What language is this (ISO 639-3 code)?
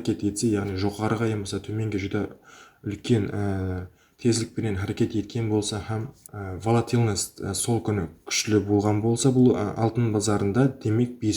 kaa